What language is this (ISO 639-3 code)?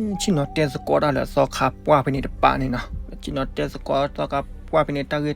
ksw